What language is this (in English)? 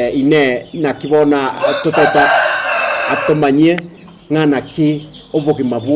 Gusii